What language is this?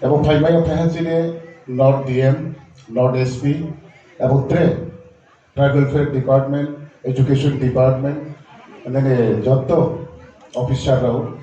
Riang (India)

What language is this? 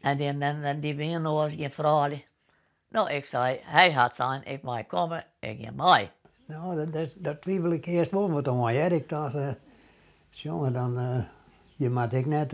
Western Frisian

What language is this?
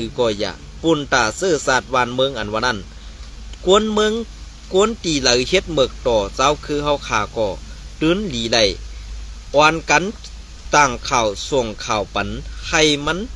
Shan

